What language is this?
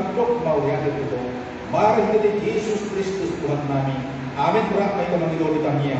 Batak Toba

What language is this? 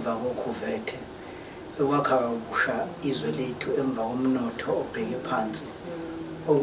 Zulu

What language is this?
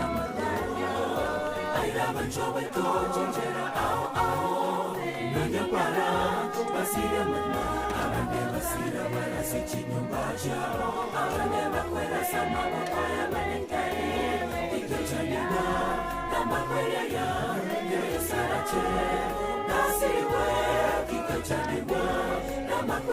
Gusii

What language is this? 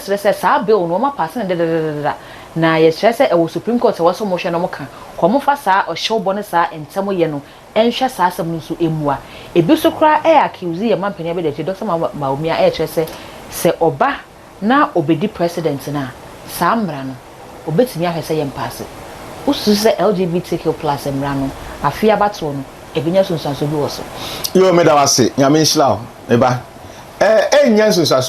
Akan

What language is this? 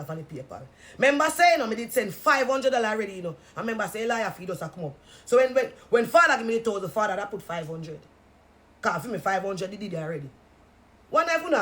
Jamaican Creole English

